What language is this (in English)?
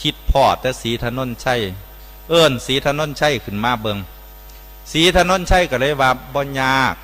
Northeastern Thai